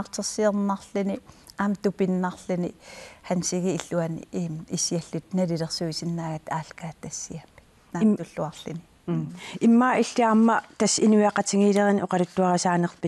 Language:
Kalaallisut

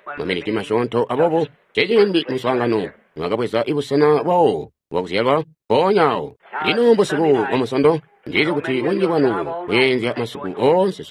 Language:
Tonga (Zambia)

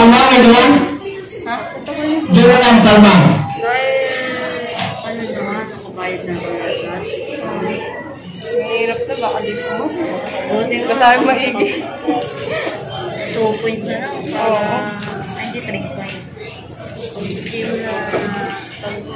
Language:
Filipino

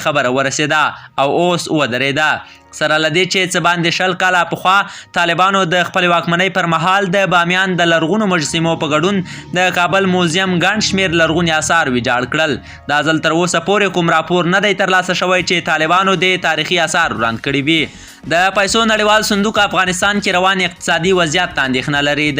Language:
Pashto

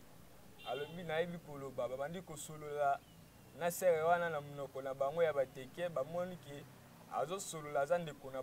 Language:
Lingala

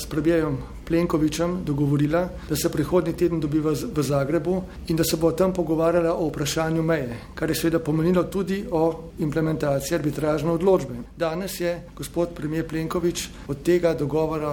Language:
Slovenian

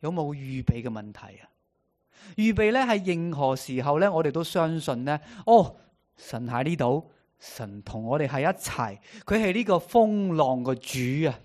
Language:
Cantonese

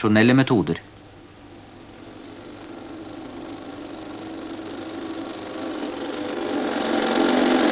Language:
Norwegian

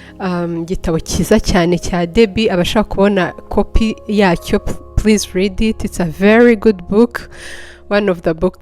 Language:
Kinyarwanda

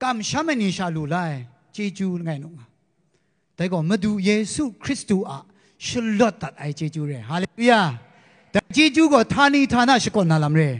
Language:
Kachin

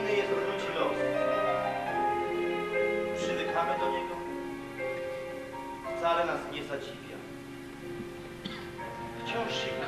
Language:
Polish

